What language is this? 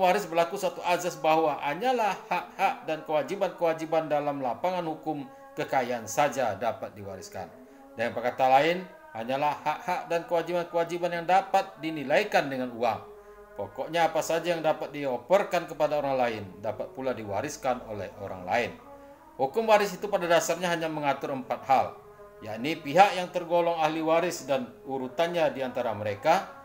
Indonesian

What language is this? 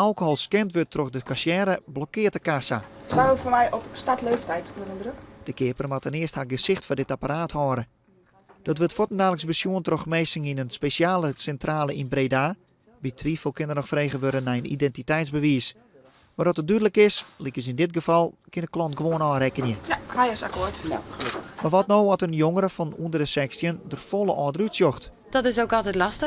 Western Frisian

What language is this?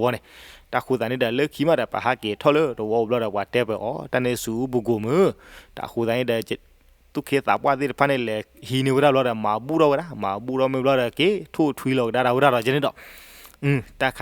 S'gaw Karen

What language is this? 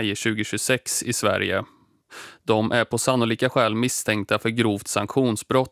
Swedish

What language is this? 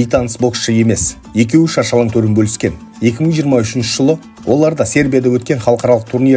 Kazakh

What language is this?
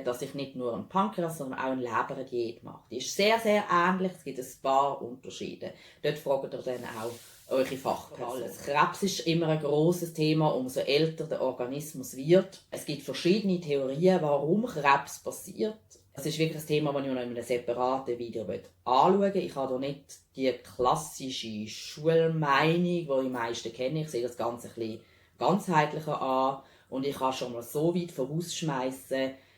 Swiss German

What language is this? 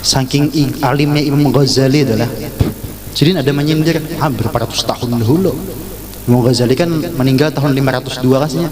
Banjar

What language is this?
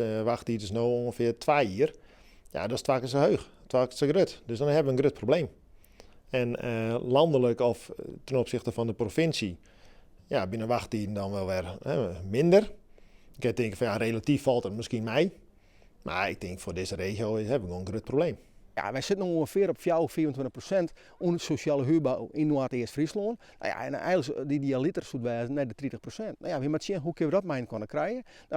Western Frisian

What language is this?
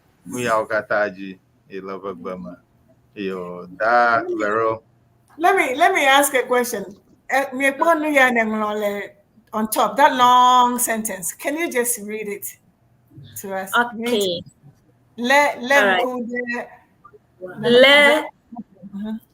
Ewe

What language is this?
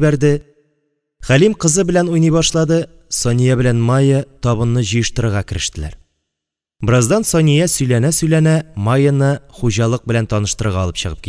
Tatar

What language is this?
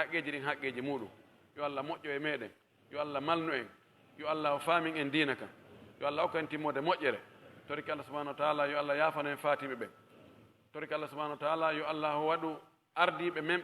Pular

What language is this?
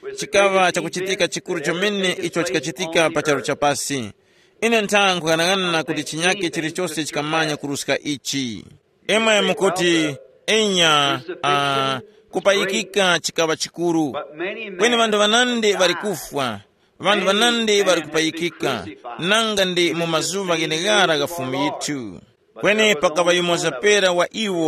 Tumbuka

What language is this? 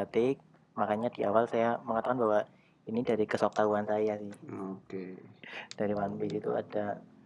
Indonesian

